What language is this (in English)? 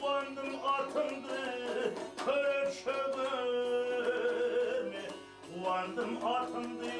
Kara-Kalpak